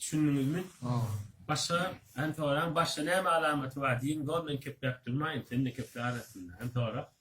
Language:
Turkmen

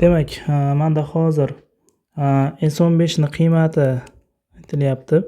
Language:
Uzbek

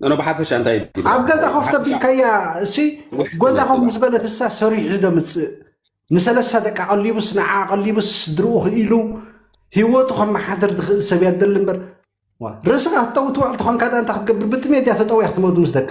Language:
Tigrinya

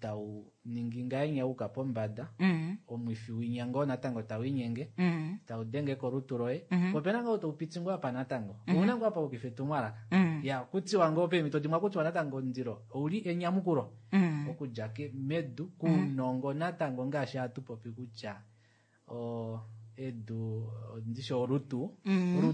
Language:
Kuanyama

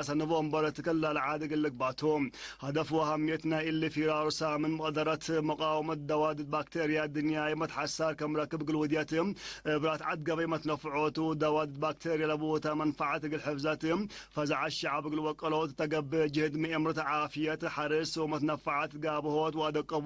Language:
Tigre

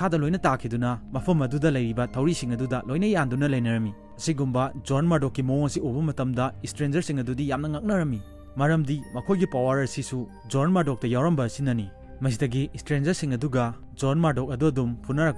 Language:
Manipuri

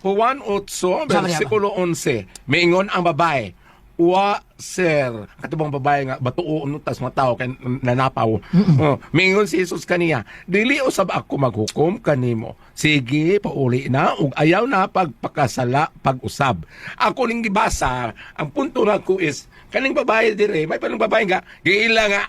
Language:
Cebuano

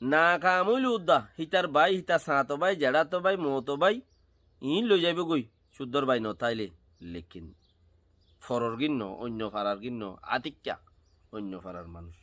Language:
Rohingya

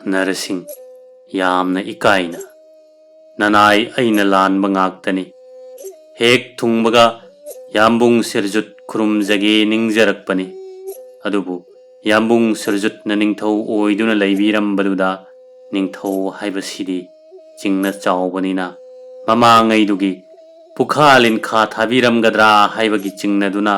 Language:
Manipuri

